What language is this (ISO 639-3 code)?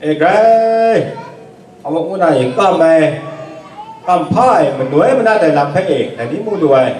kac